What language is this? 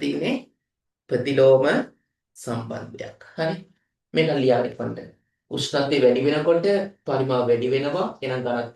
Sinhala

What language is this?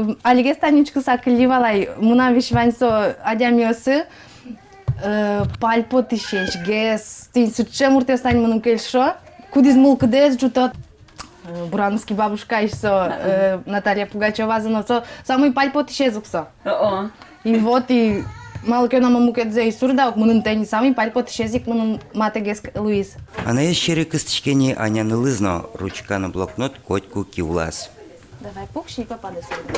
Udmurt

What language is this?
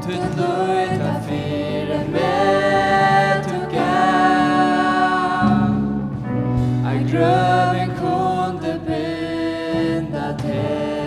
Faroese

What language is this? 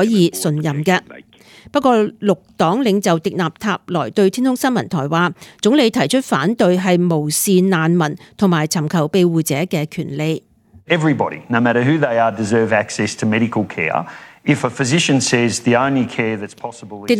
Cantonese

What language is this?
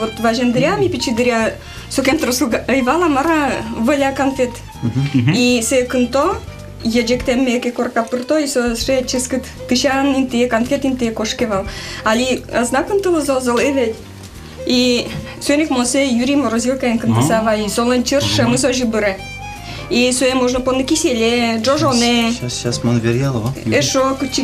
Udmurt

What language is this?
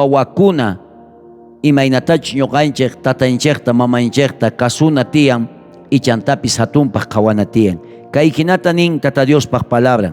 South Bolivian Quechua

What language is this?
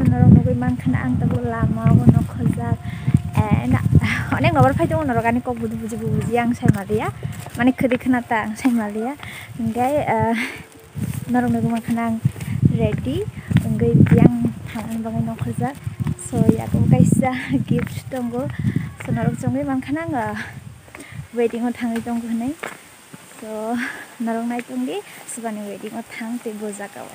Kok Borok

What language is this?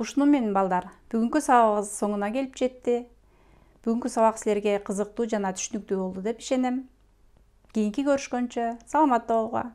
Kyrgyz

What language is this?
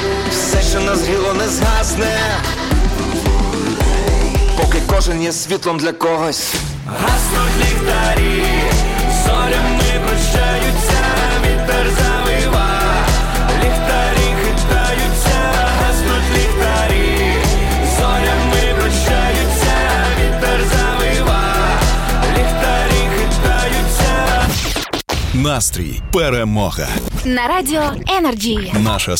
Ukrainian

